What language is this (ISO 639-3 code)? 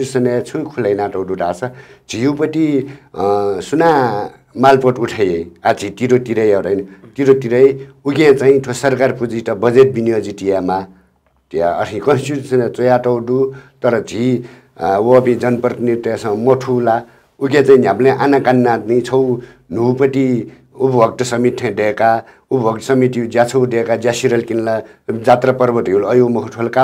new